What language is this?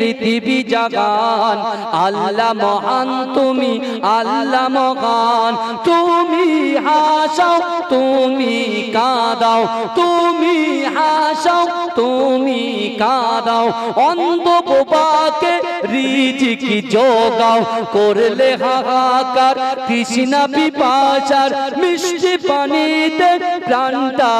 Bangla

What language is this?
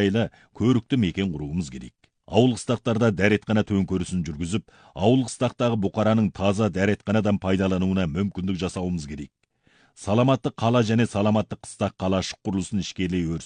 Kazakh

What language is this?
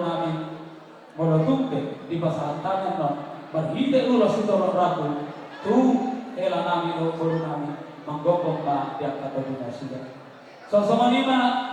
Batak Toba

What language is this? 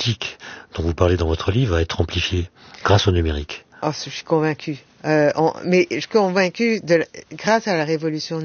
French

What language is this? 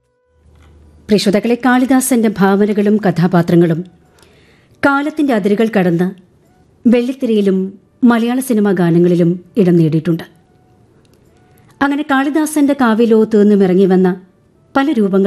Malayalam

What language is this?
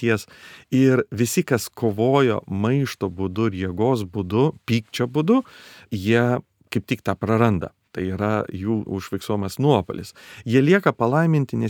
Lithuanian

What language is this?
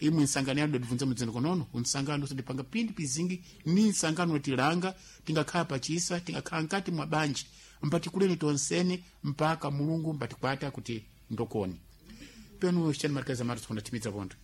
Sena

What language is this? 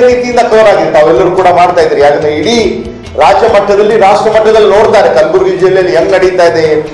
Kannada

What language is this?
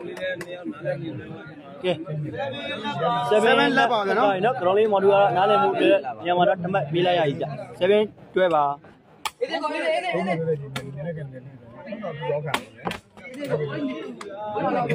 Burmese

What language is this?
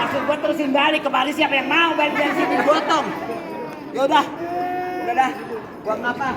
Betawi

